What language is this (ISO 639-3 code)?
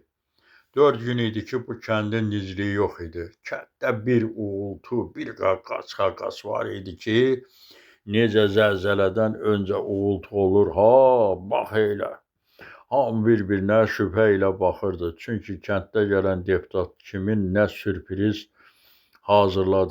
aze